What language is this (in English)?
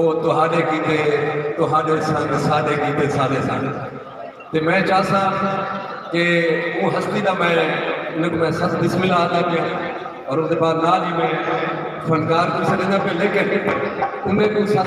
Saraiki